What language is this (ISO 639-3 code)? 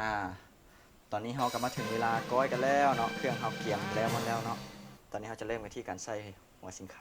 lao